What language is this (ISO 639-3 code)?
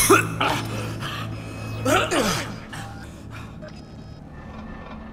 rus